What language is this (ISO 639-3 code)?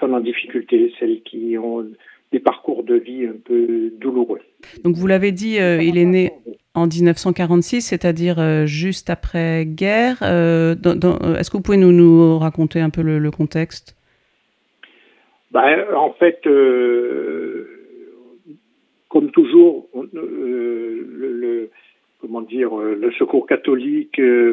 fra